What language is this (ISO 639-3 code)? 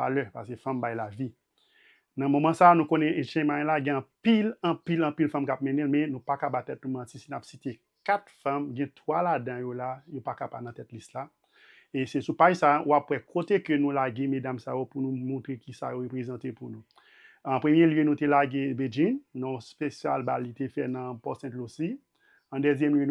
hat